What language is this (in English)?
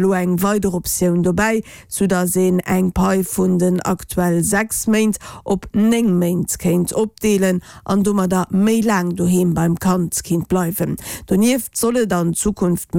Luxembourgish